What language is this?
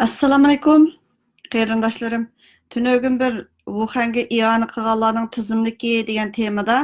Uyghur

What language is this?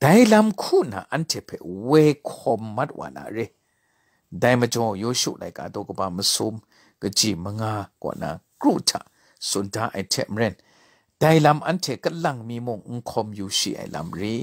Kachin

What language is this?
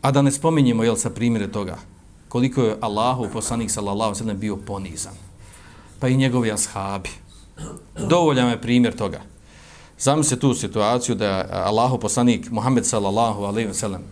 Bosnian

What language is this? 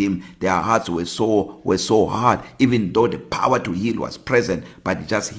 English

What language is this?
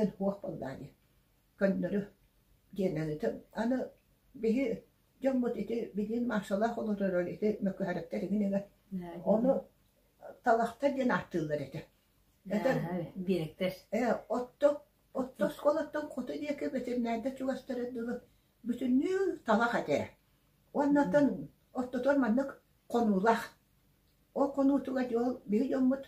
Yakut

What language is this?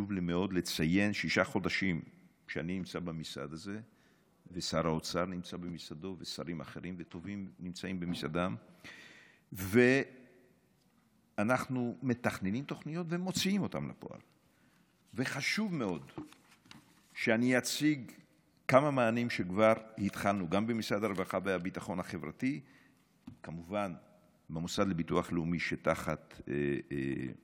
Hebrew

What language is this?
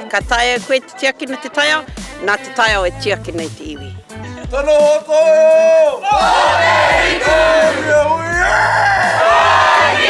Māori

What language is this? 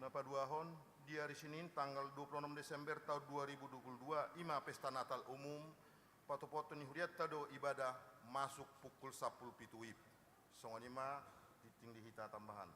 Batak Toba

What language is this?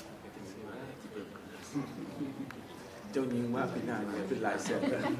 Lao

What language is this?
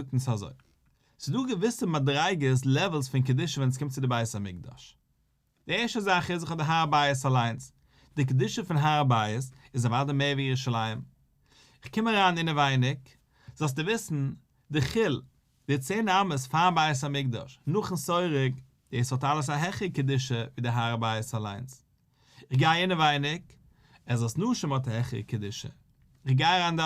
Yiddish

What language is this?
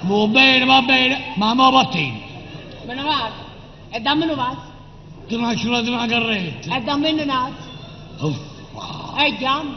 Neapolitan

